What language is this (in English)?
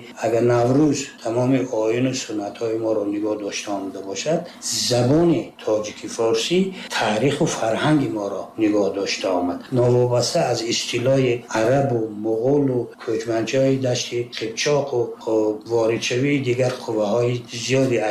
Tajik